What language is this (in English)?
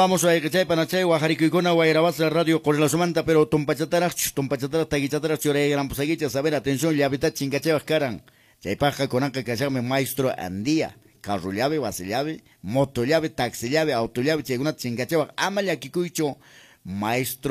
Quechua